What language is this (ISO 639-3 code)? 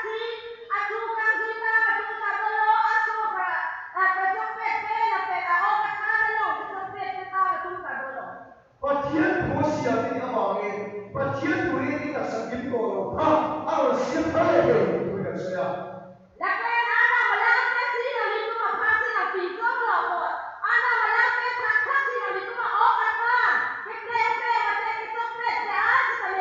mjw